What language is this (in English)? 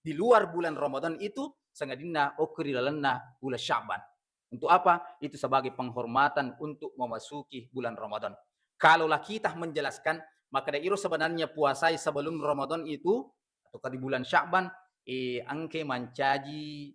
Buginese